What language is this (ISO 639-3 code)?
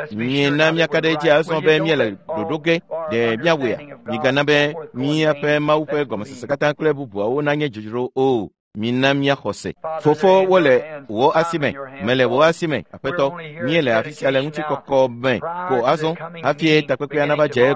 ewe